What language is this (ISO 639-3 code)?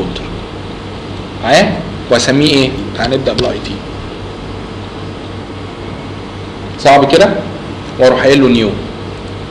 arz